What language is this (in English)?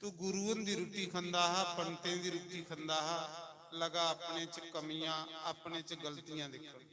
Dogri